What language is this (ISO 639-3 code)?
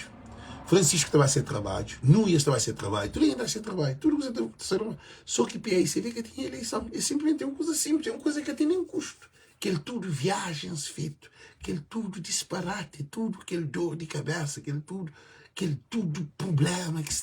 kea